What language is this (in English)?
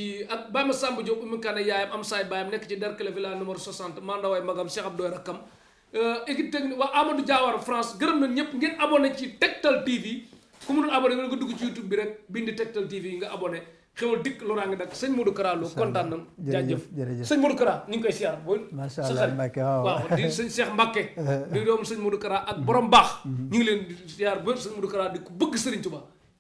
Wolof